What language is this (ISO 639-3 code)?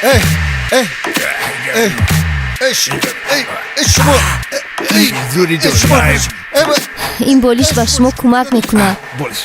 tgk